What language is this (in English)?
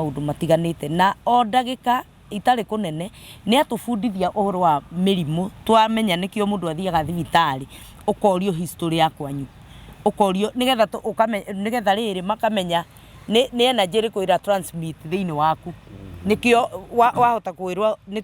Kikuyu